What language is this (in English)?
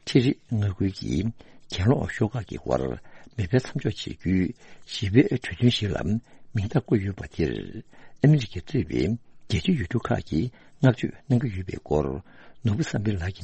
Tibetan